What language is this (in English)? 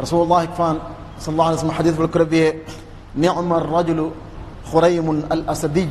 Divehi